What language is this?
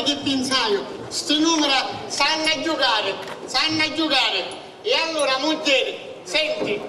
Sicilian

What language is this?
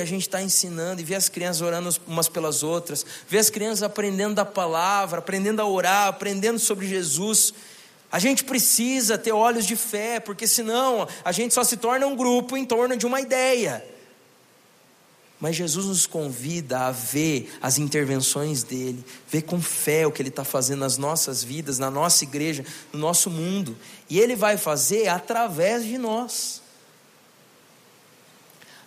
Portuguese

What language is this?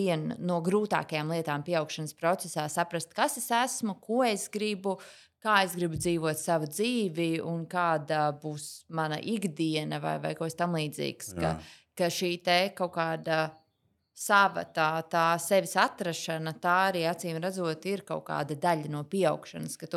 Latvian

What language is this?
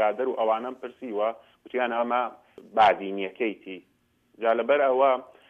Central Kurdish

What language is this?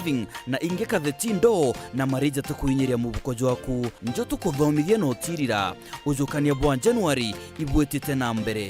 Meru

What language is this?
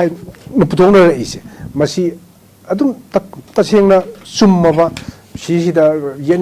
Manipuri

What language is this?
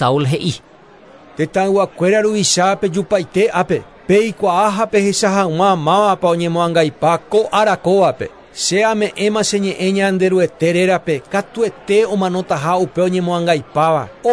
Guarani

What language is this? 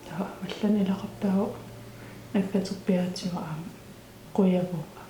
Kalaallisut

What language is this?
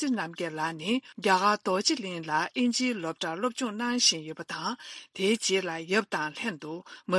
Tibetan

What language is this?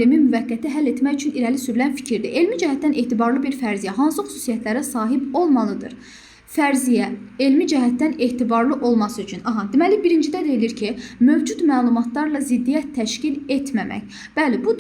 Azerbaijani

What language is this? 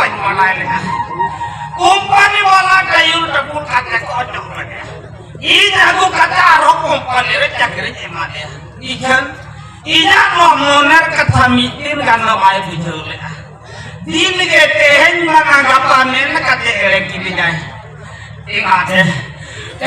Santali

